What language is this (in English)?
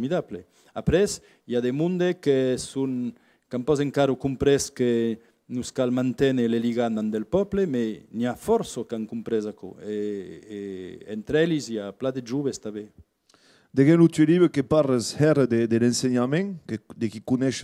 Occitan